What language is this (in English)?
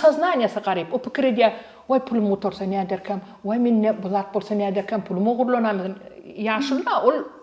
Turkmen